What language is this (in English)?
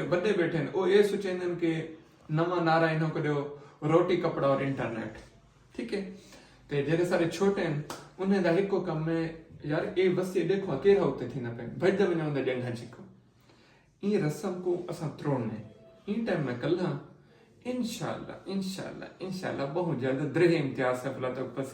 Saraiki